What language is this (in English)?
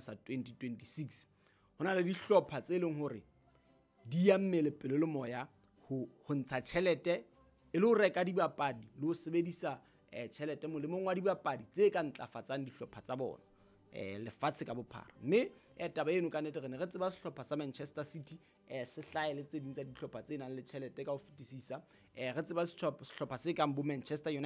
Southern Sotho